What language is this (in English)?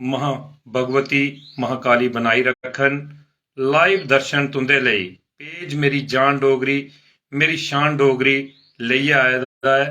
Dogri